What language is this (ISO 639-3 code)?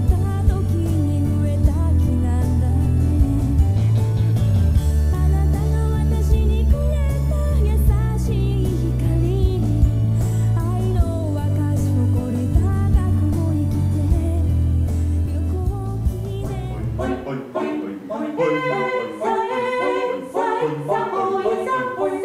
jpn